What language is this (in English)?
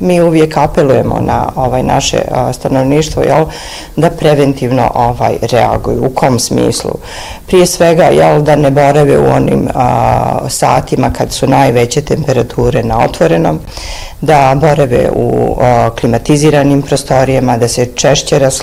Bosnian